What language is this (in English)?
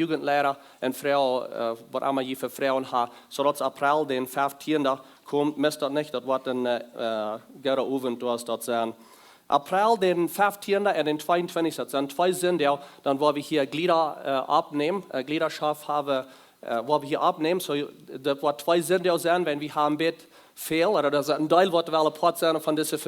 Plautdietsch